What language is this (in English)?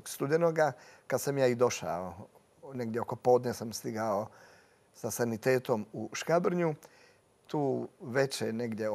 Croatian